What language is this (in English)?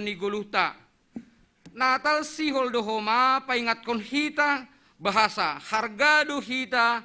Batak Simalungun